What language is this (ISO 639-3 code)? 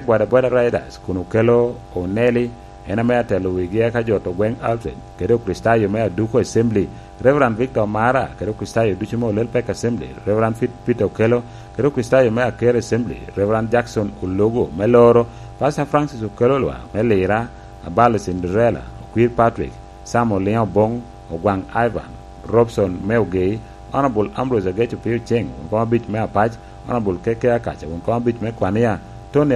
laj